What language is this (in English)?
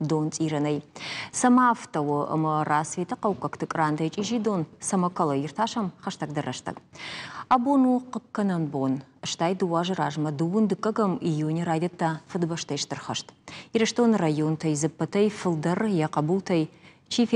Ossetic